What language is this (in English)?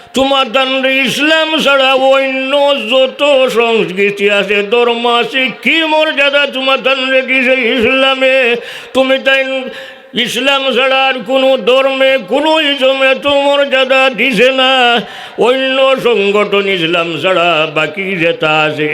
Sylheti